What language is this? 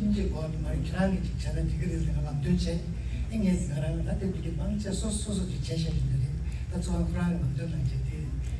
Tibetan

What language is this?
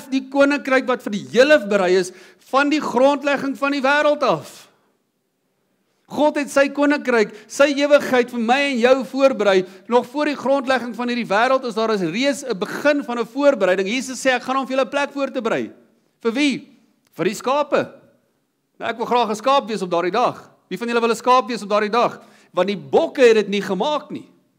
Afrikaans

